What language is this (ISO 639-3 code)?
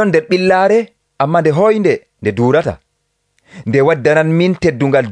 fuv